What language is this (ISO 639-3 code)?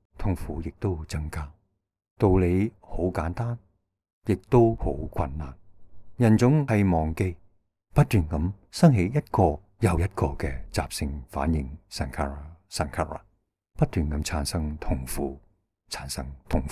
yue